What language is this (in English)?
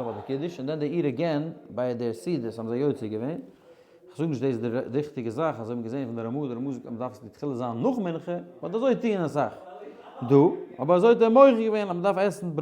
Yiddish